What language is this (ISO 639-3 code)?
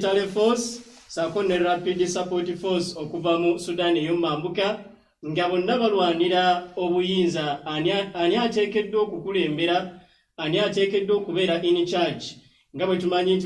lug